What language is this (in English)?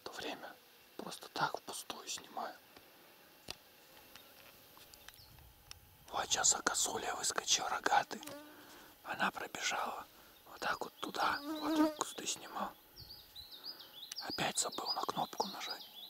Russian